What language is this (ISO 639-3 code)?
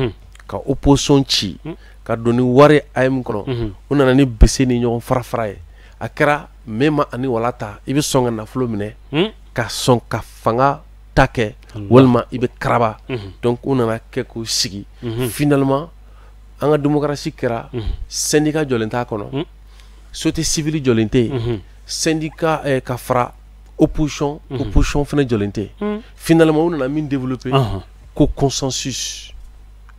bam